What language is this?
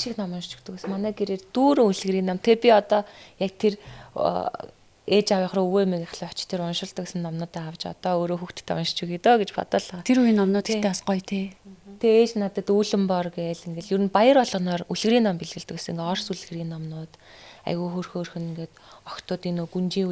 Mongolian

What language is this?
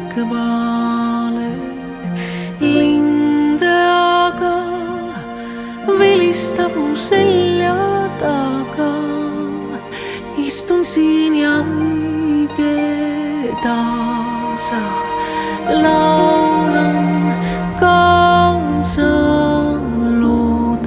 Estonian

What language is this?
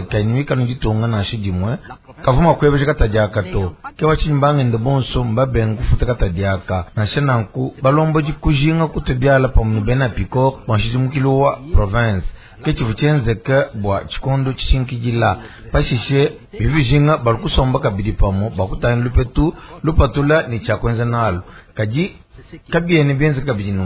Luba-Lulua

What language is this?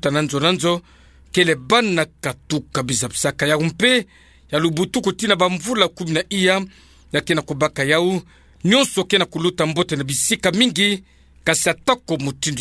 Kituba (Democratic Republic of Congo)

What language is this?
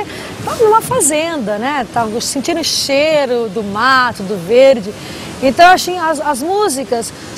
Portuguese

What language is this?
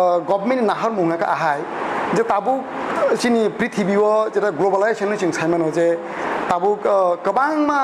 Kok Borok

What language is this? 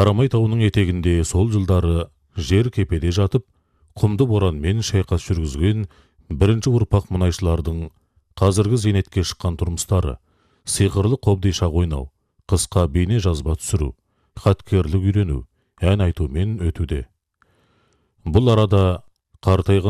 Kazakh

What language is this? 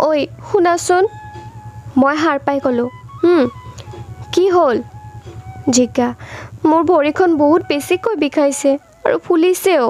Assamese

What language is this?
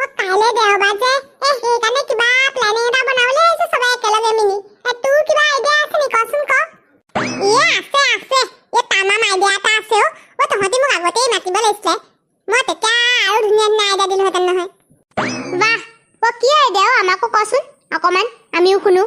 Assamese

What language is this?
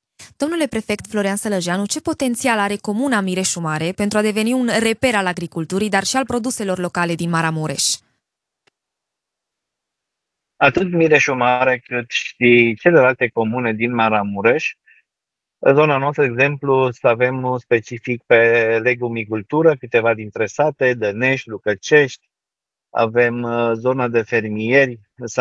Romanian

